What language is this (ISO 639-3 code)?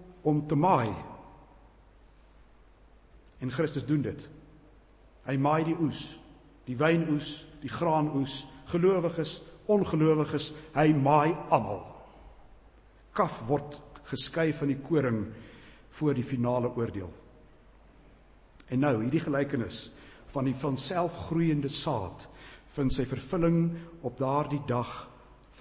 afr